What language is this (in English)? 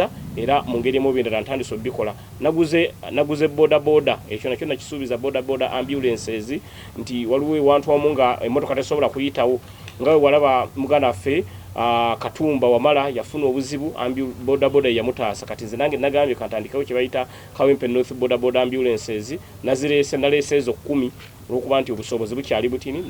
Ganda